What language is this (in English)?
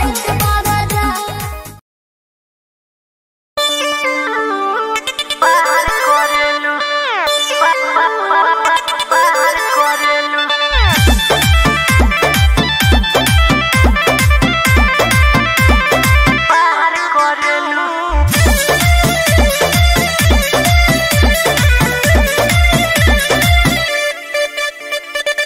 Bhojpuri